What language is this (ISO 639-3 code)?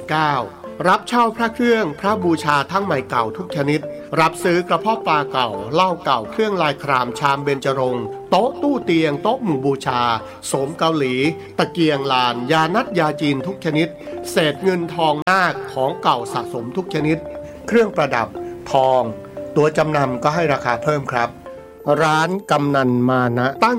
tha